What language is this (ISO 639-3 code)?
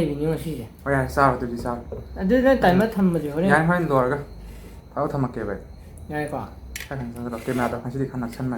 mni